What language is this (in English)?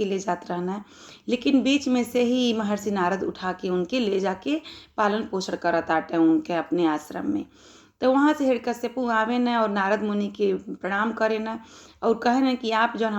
Bhojpuri